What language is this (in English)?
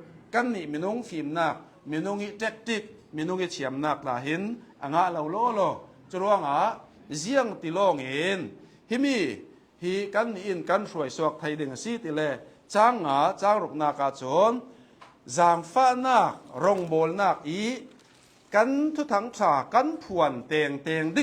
Hakha Chin